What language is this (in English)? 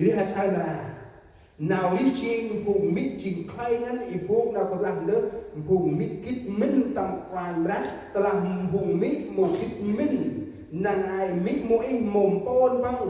Central Mnong